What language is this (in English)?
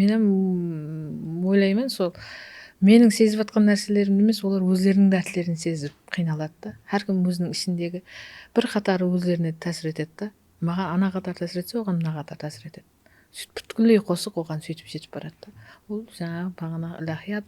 Kara-Kalpak